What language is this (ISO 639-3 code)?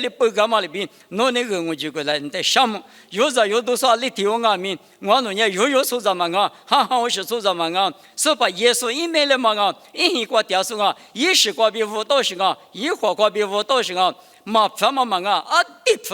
lis